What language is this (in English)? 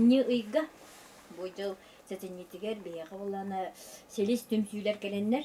Yakut